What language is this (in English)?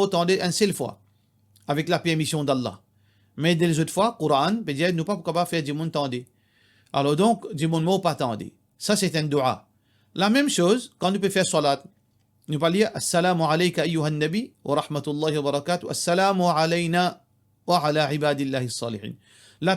Morisyen